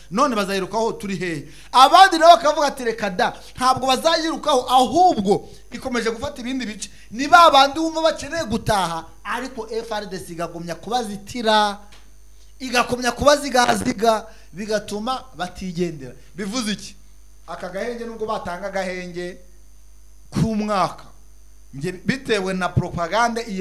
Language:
Kinyarwanda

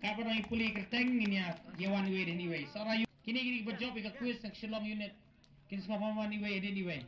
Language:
Khasi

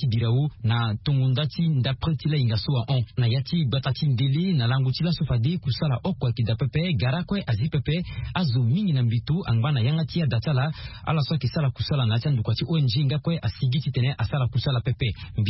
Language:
Sango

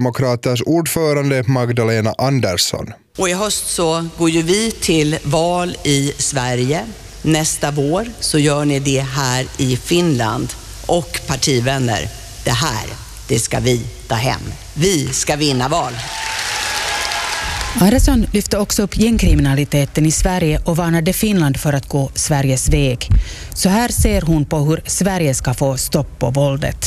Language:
Swedish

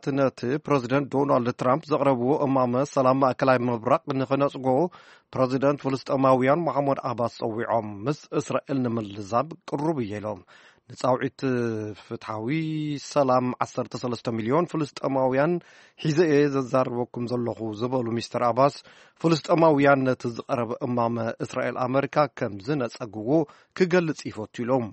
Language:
Tigrinya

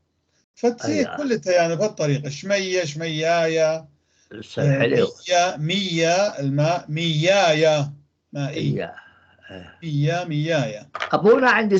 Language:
North Levantine Arabic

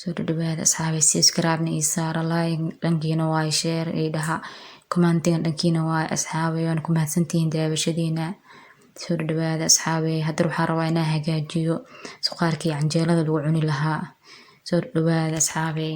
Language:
Somali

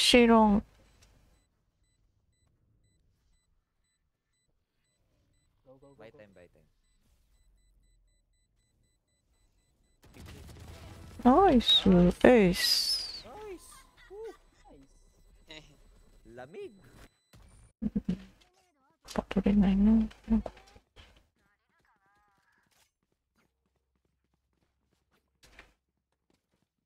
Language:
Japanese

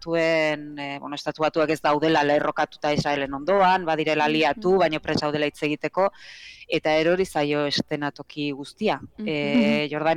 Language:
Basque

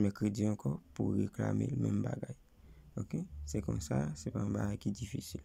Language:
Haitian Creole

